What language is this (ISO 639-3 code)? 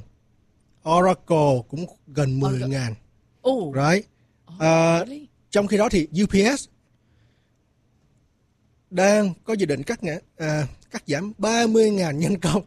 vie